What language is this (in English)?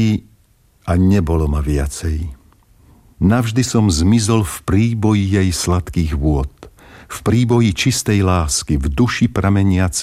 Slovak